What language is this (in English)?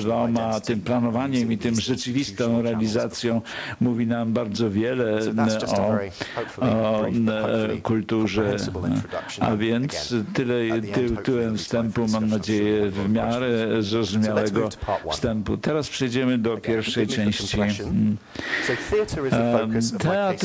Polish